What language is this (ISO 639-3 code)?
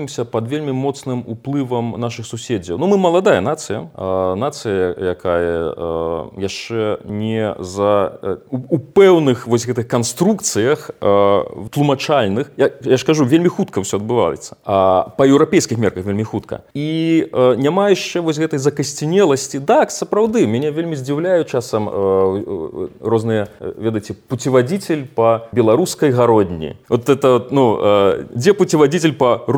bel